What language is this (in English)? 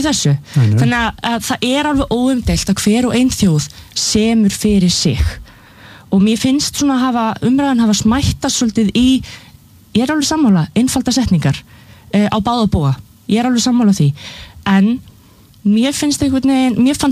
Icelandic